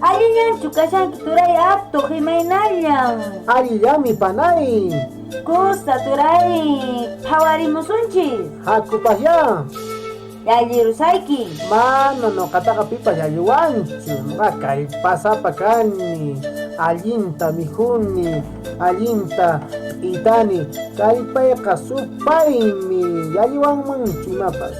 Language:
Quechua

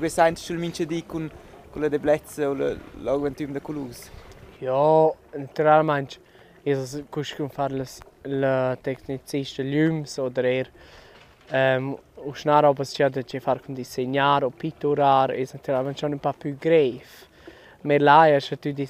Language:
Romansh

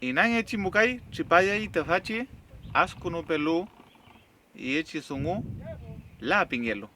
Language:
Mapuche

